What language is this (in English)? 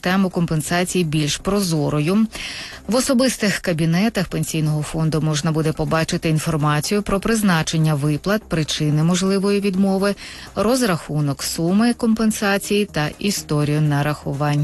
Ukrainian